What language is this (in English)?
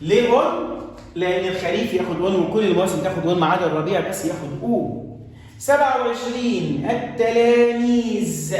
Egyptian Arabic